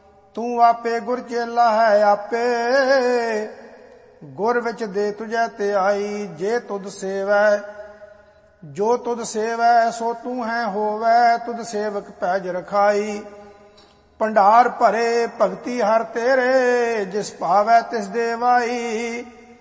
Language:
Punjabi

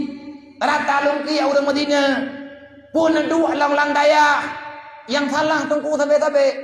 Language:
Achinese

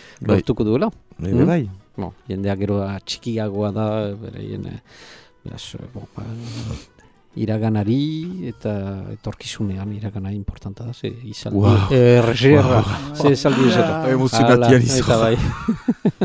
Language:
Basque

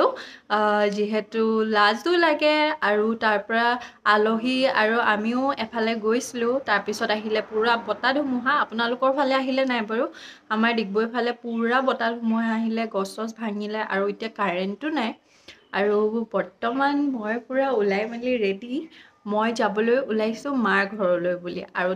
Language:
Assamese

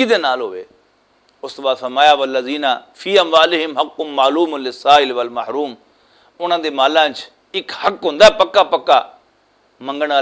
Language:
Western Panjabi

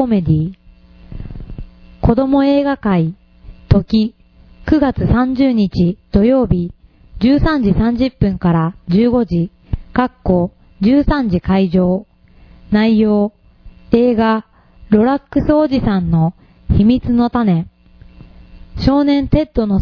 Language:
Japanese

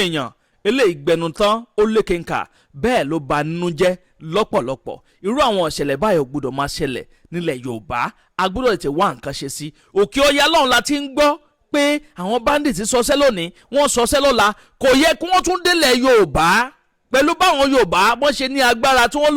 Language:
Yoruba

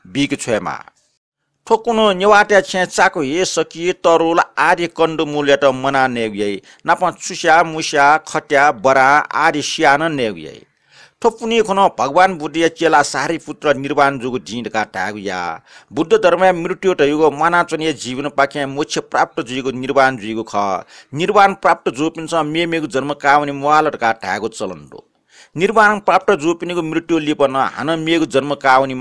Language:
Newari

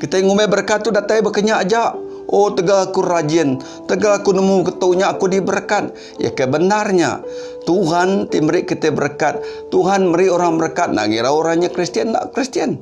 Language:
Iban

